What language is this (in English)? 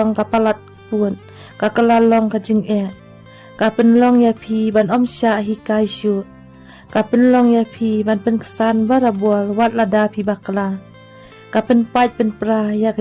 Khasi